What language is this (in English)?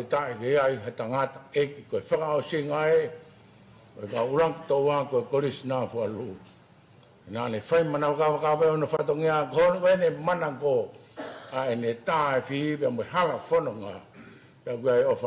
Tongan